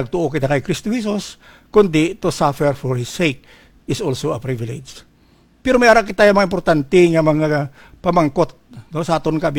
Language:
Hiligaynon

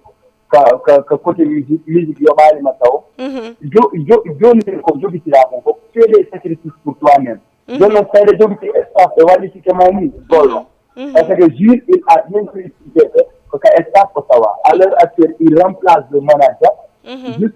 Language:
Fula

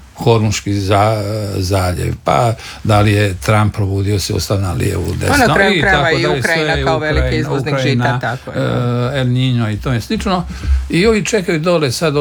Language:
Croatian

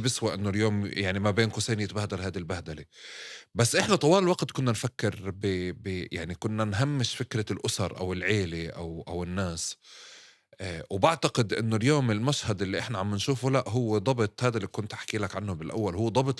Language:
North Levantine Arabic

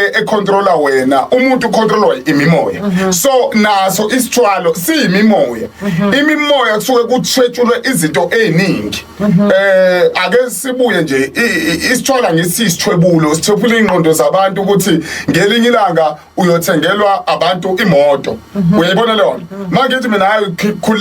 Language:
Zulu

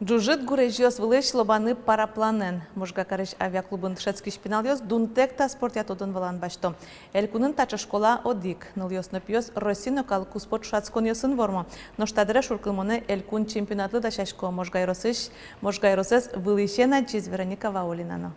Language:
Udmurt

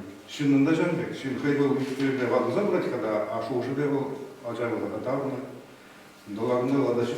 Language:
Chuvash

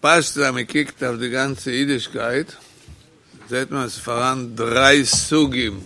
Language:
Yiddish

